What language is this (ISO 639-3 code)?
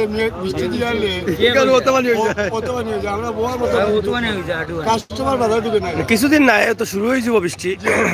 syl